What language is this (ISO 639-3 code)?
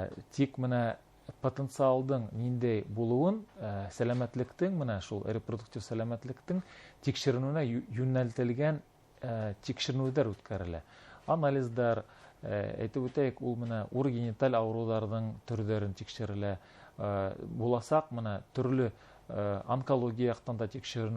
bak